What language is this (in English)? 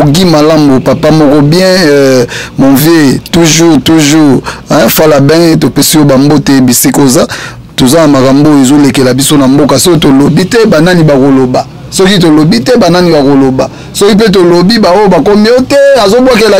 Lingala